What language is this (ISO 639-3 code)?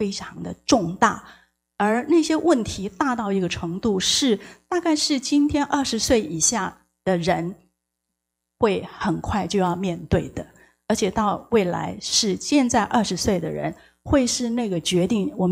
zho